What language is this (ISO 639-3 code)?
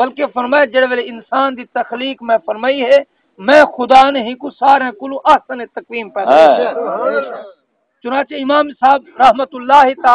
skr